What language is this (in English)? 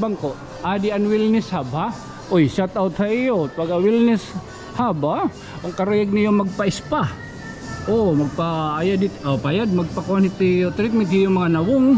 Waray